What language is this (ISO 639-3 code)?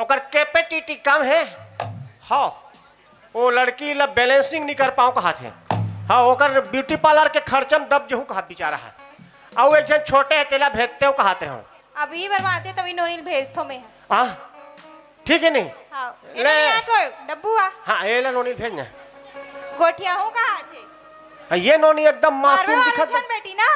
hne